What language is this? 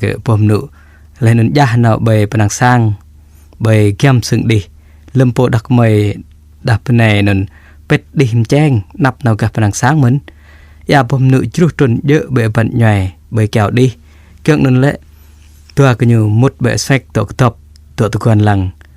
Jarai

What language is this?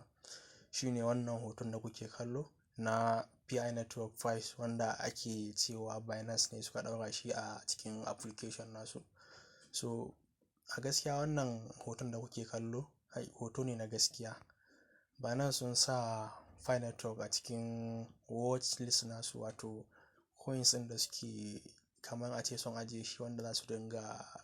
Hausa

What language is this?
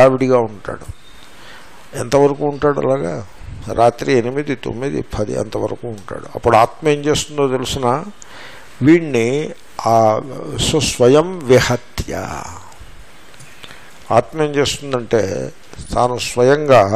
Telugu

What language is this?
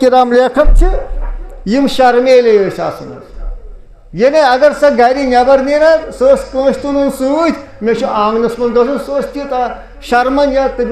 Kashmiri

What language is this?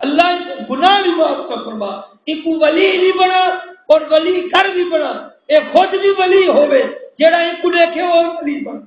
Saraiki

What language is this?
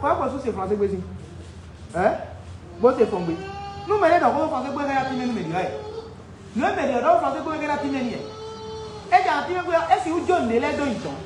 Fon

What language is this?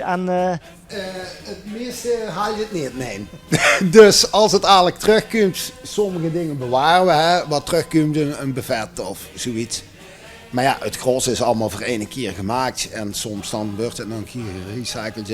Limburgish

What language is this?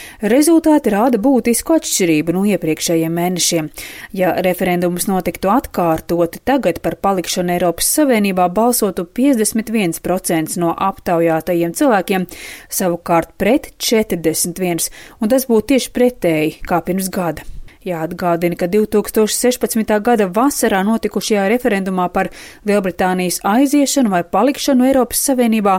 Latvian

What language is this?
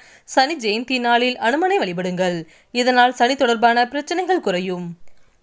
Tamil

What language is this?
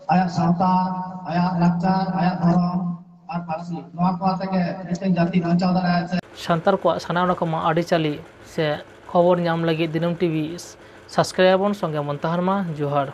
Santali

